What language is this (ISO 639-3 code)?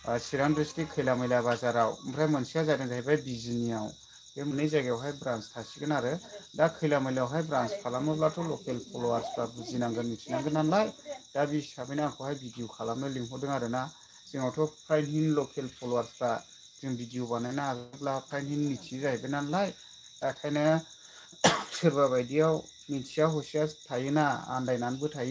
brx